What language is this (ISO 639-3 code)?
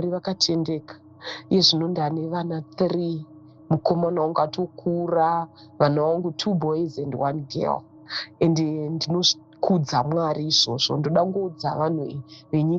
sna